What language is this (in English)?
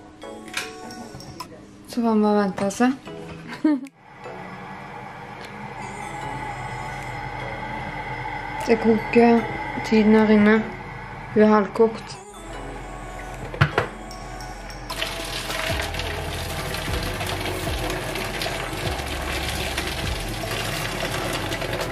Norwegian